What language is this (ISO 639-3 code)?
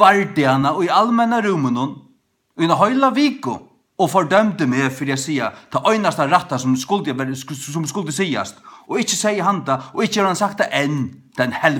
fao